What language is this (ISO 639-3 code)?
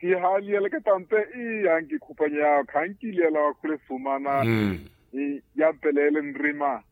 vmw